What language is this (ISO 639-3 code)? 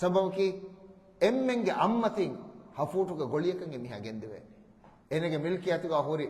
div